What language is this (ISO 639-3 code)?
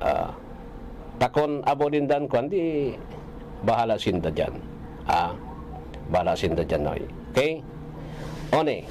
bik